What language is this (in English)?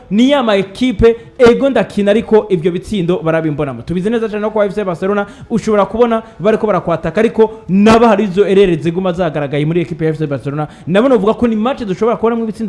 Rundi